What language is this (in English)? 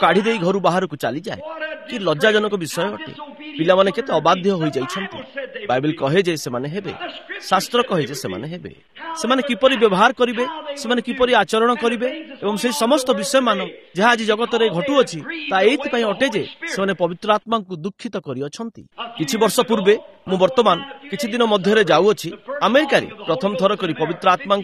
Odia